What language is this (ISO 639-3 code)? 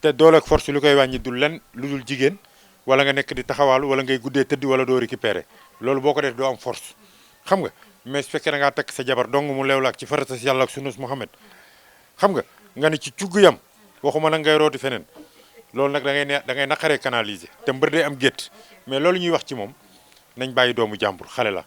wol